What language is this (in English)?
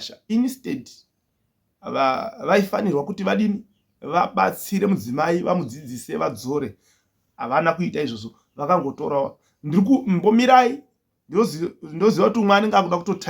Shona